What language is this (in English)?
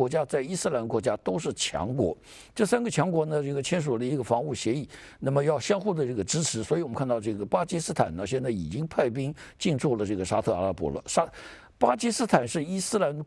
Chinese